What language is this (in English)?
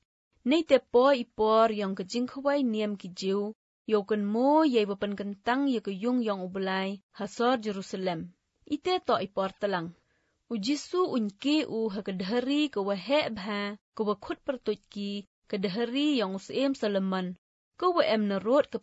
Malagasy